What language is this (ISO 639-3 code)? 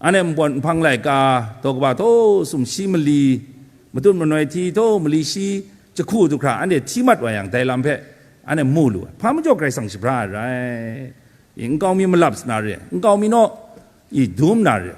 kac